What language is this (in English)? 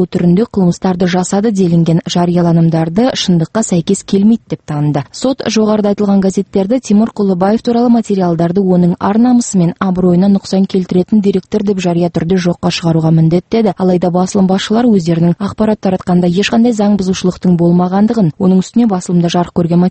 Kazakh